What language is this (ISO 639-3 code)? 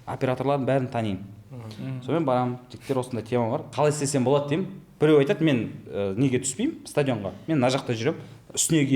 kaz